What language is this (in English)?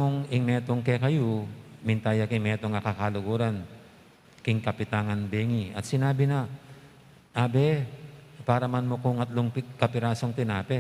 Pampanga